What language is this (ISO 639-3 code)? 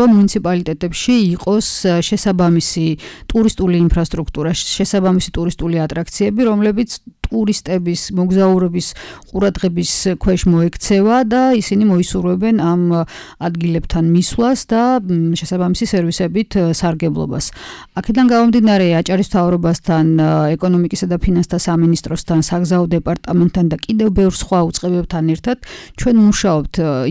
kat